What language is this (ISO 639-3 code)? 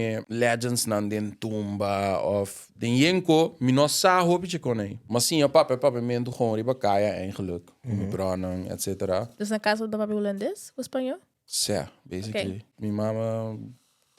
pap